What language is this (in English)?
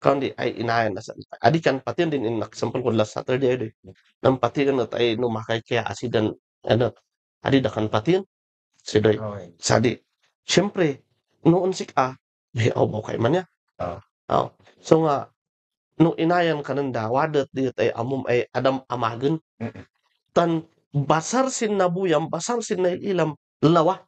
Kankanaey